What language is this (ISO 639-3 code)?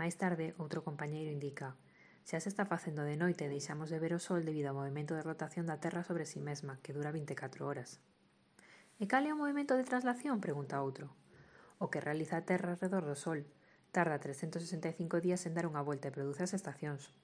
glg